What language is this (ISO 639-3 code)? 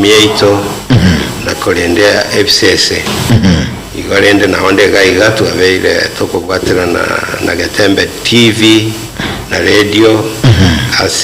guz